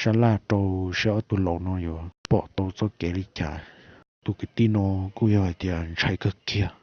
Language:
Hmong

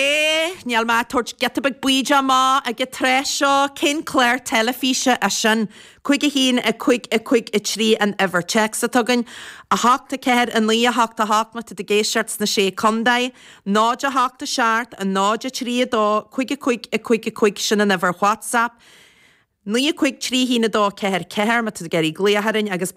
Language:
Irish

